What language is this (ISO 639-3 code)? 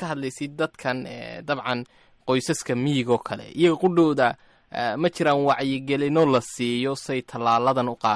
som